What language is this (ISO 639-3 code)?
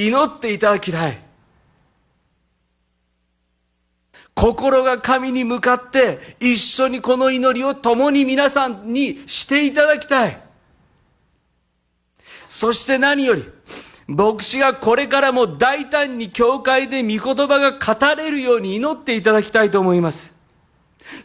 jpn